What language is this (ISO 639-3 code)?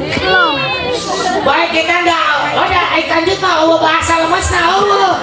sun